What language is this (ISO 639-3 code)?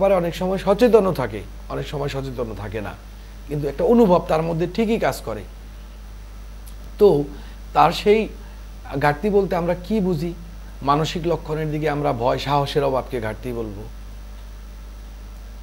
ben